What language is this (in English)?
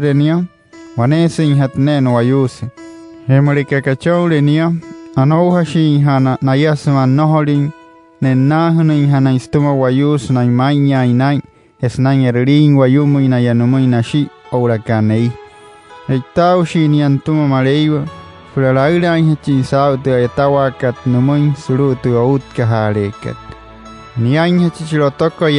Wayuu